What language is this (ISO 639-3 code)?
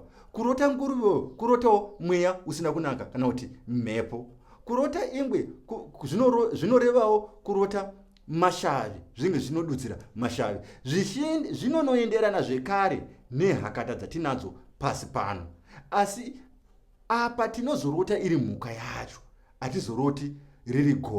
sna